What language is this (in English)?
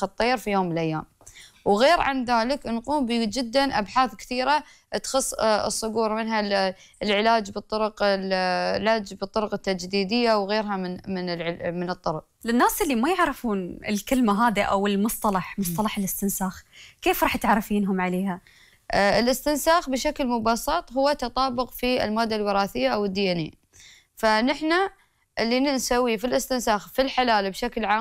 Gulf Arabic